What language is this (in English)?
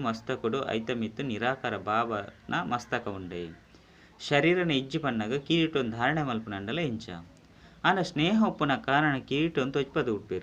Tulu